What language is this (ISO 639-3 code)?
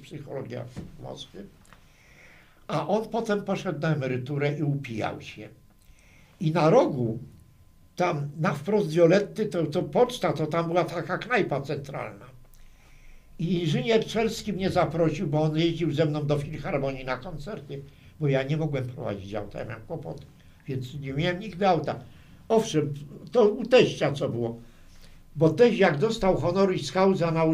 pol